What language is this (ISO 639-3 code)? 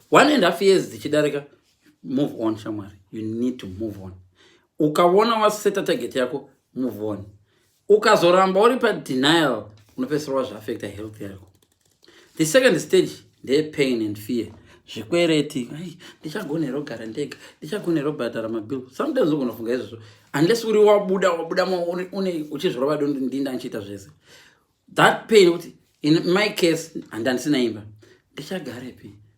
sna